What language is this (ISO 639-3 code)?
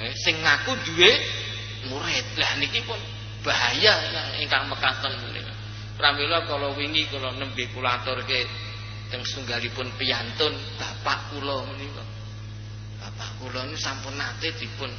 jav